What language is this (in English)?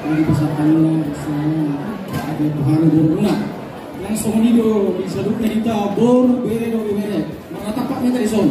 Batak Toba